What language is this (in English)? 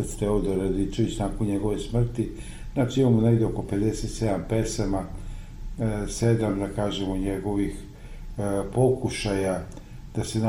Serbian